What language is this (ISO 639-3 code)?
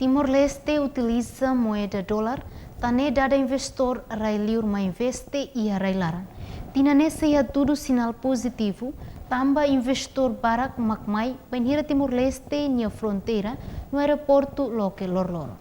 tet